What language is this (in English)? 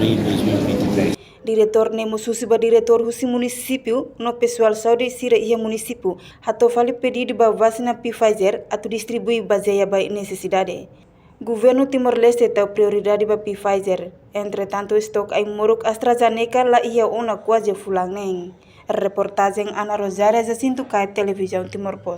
Tetum